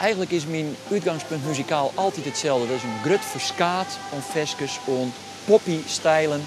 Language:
Western Frisian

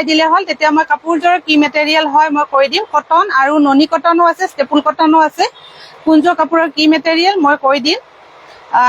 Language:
Assamese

